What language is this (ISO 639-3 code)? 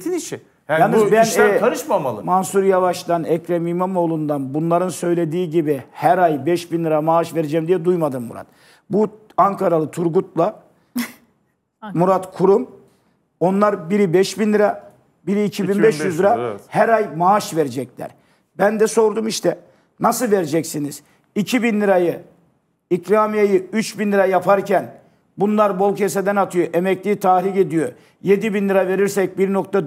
tur